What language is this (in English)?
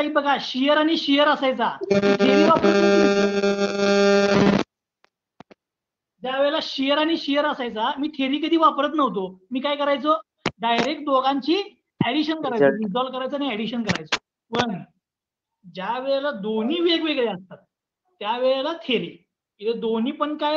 Marathi